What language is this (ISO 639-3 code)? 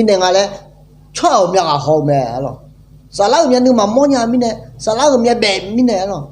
ahk